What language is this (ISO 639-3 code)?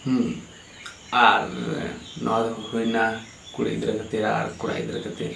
sat